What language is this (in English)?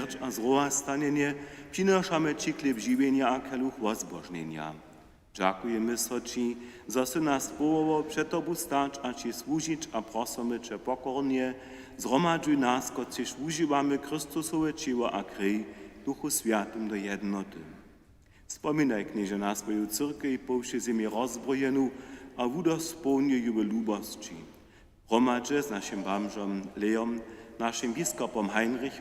Upper Sorbian